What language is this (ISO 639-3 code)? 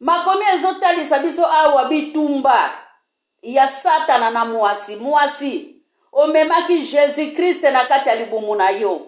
lin